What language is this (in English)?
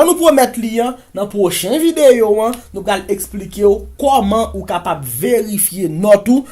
Haitian Creole